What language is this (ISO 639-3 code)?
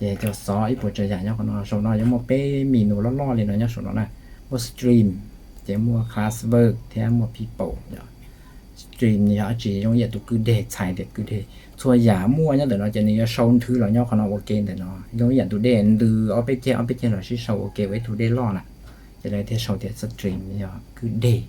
hmn